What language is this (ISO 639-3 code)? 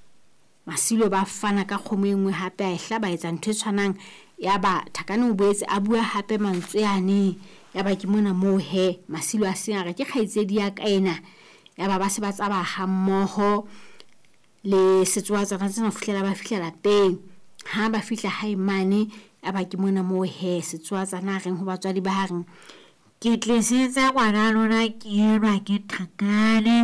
sot